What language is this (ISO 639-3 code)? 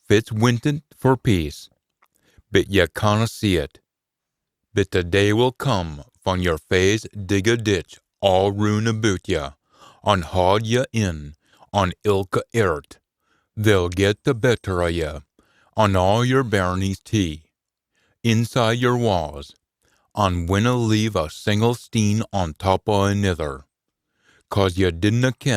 sco